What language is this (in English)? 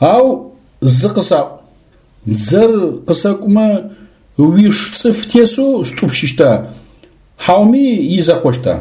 Adyghe